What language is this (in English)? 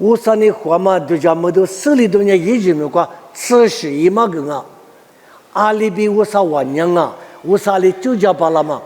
Lisu